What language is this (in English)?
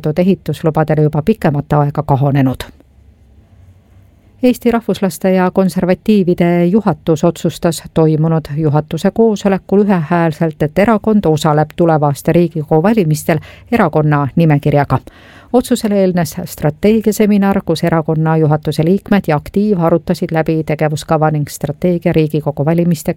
Estonian